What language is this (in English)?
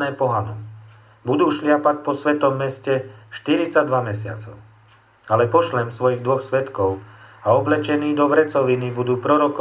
Slovak